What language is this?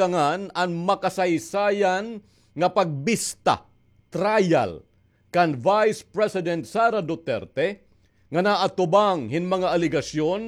Waray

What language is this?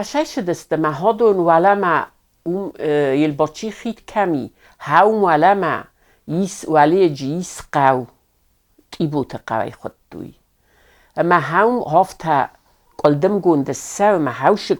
Ossetic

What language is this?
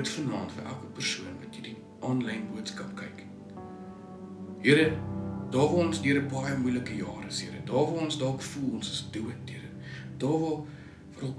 Afrikaans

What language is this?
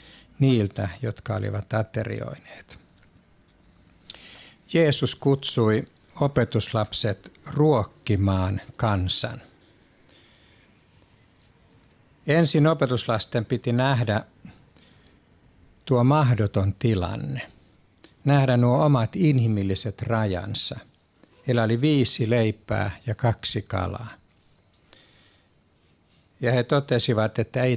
Finnish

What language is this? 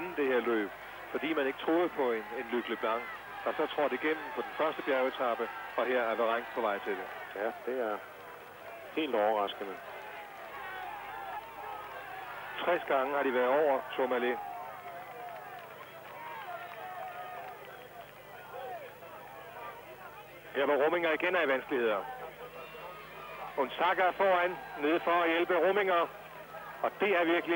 Danish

